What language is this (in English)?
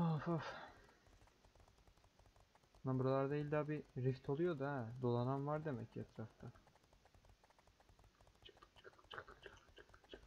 Turkish